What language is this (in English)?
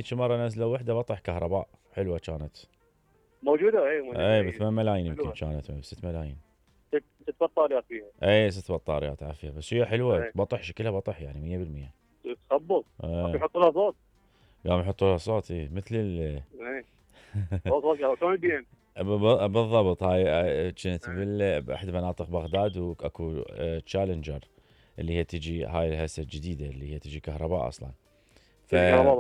Mesopotamian Arabic